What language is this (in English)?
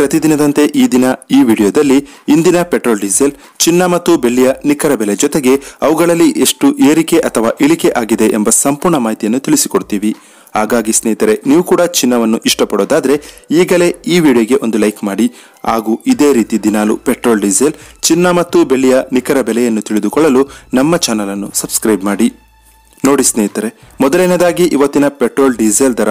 Kannada